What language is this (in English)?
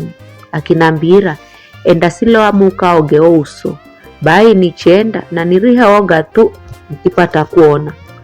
Giryama